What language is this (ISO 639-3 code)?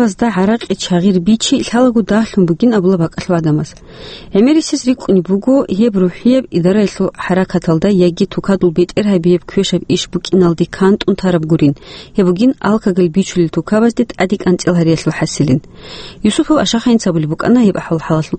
ava